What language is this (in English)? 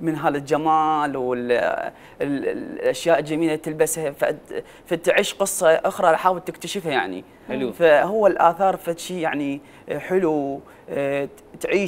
Mesopotamian Arabic